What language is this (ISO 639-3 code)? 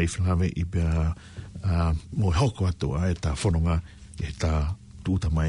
ton